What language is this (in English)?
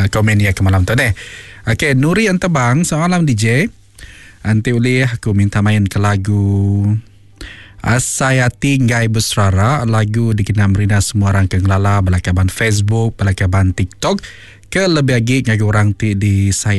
Iban